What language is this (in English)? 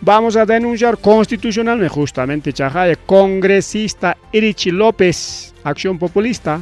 Ayacucho Quechua